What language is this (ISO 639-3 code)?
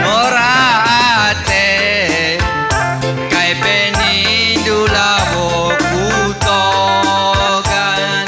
btx